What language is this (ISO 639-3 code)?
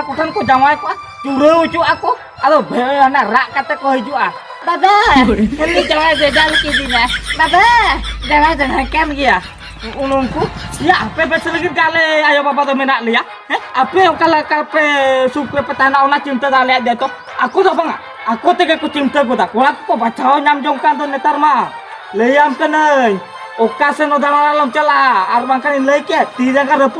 sat